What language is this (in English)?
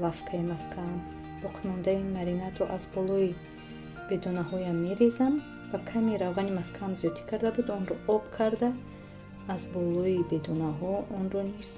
Tajik